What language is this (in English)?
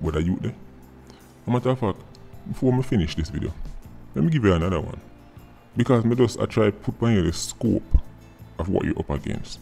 Jamaican Creole English